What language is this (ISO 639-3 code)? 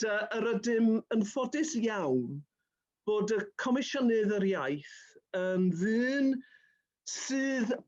cym